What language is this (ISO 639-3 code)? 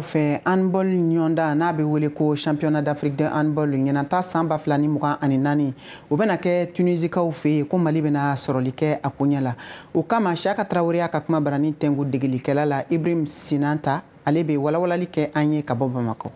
bam